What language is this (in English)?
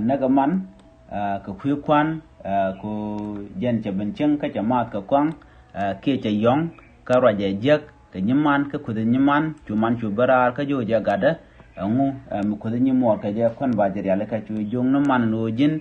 Nuer